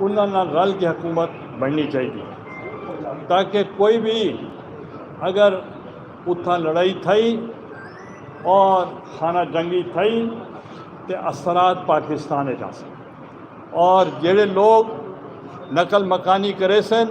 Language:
Saraiki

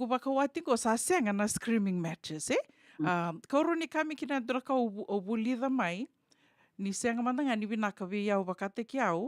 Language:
Fijian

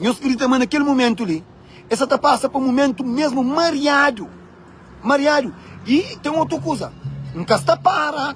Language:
Kabuverdianu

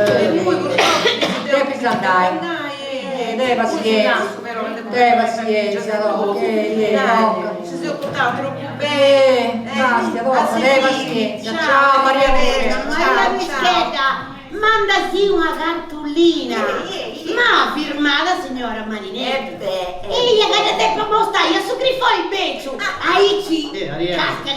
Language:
Sardinian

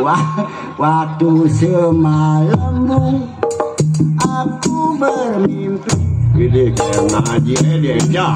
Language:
Betawi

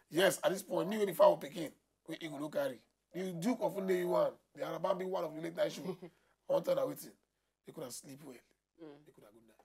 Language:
Nigerian Pidgin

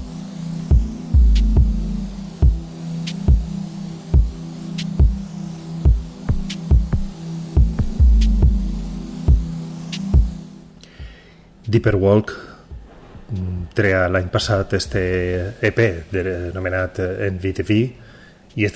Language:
Catalan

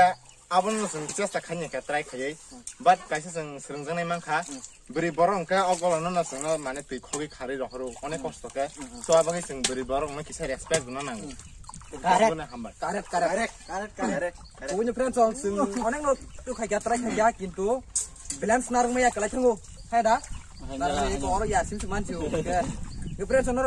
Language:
Kok Borok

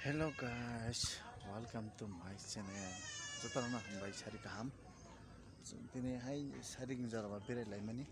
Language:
Kok Borok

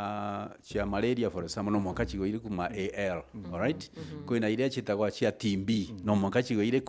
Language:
Meru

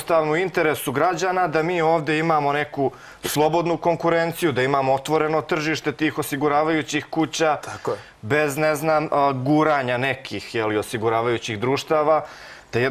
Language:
Serbian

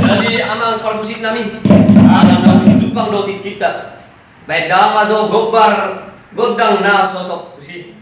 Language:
Batak Toba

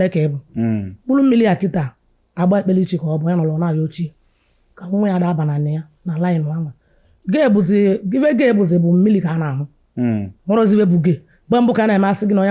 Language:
Igbo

